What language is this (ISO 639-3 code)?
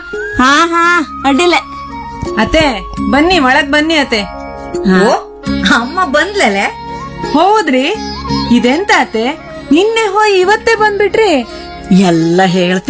kan